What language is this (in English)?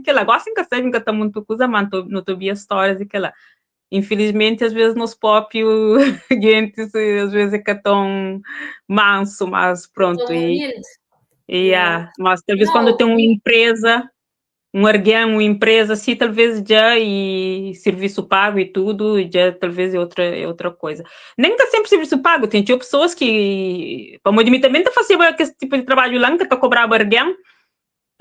Kabuverdianu